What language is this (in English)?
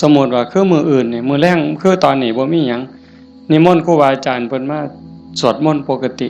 Northeastern Thai